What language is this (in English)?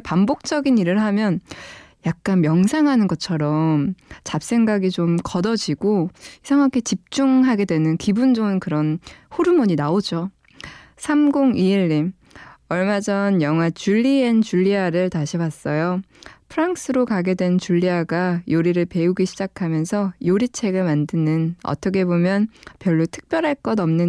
Korean